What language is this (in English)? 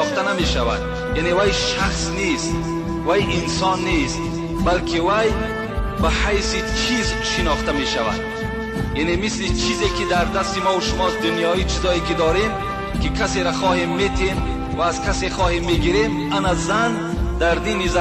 Tajik